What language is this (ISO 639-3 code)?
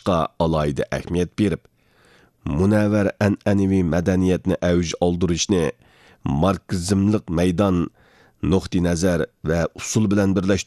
uig